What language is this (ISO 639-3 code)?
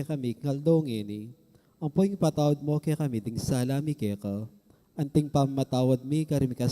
pam